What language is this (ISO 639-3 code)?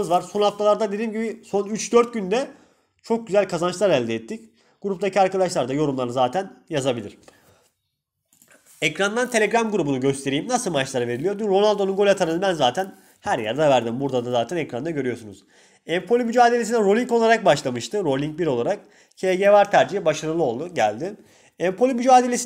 tur